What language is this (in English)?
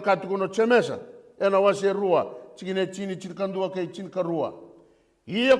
Fijian